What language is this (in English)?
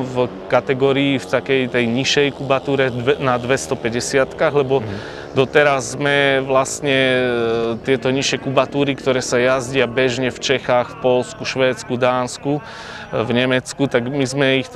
Slovak